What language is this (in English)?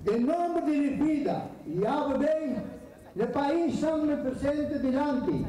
Papiamento